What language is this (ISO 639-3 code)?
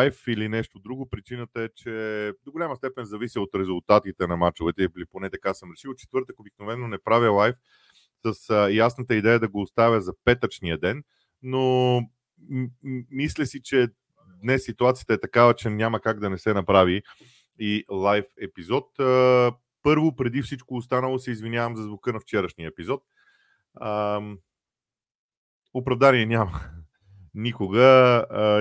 bul